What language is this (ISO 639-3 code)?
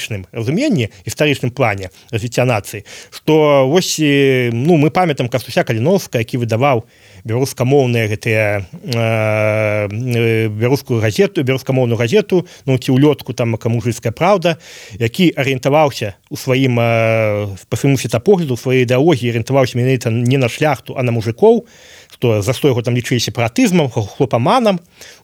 bel